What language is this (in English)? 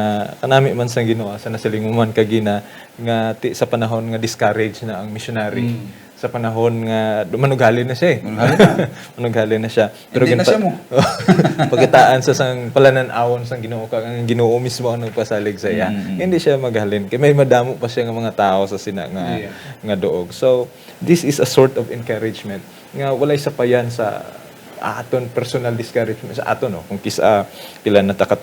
Hiligaynon